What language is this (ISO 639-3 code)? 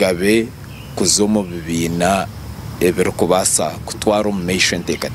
nyn